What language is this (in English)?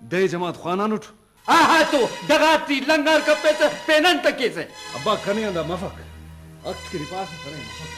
Brahui